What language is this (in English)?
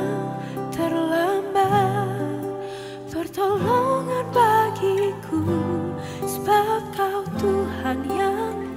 Indonesian